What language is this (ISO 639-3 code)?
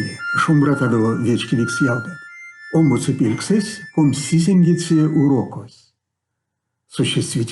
myv